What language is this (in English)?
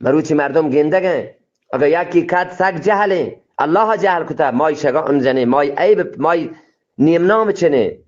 Eastern Balochi